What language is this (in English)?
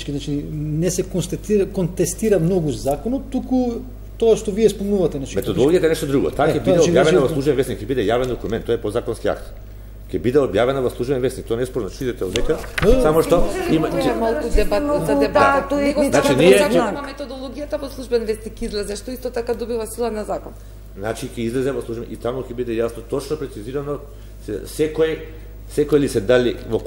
Macedonian